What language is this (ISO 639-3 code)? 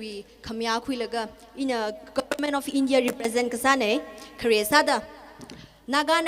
nmf